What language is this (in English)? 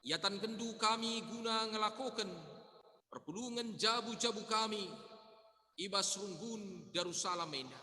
Batak Karo